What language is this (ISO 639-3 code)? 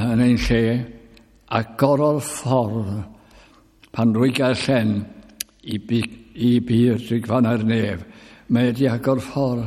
cym